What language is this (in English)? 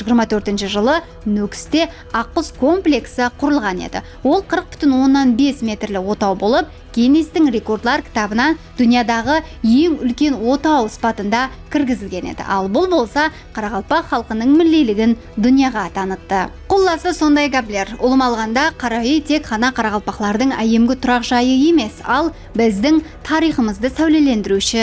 Kara-Kalpak